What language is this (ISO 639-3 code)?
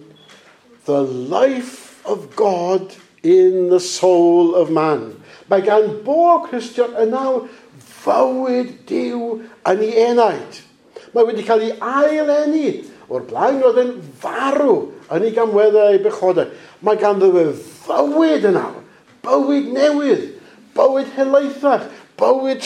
cym